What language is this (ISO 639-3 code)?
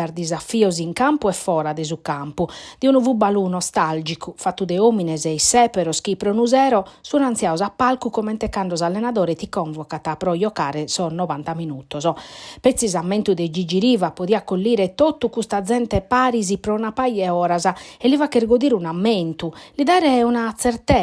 srd